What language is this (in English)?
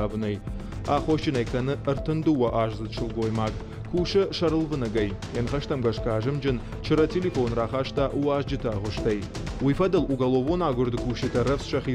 Ossetic